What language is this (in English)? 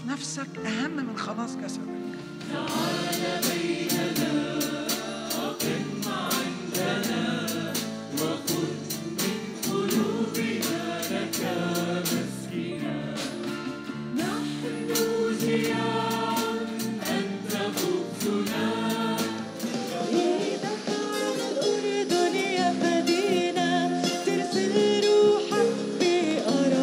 Arabic